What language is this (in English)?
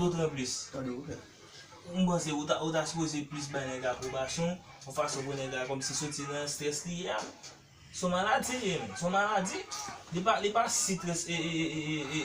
Haitian Creole